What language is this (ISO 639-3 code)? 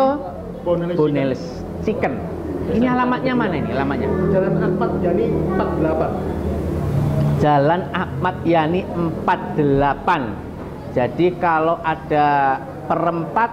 ind